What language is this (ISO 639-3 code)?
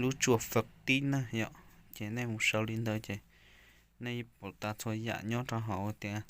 hmn